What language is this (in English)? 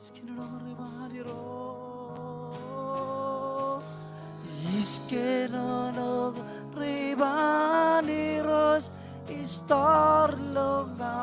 Marshallese